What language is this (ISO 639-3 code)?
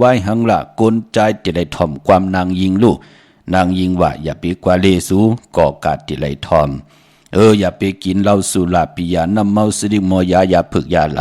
shn